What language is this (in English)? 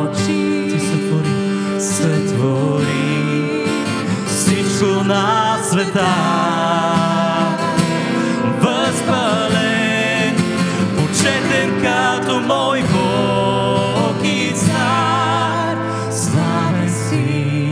Bulgarian